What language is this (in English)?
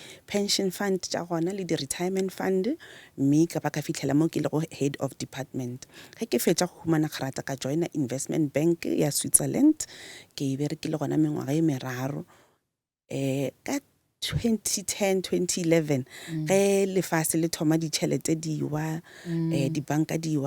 Northern Sotho